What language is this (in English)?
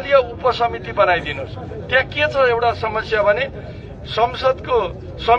Nepali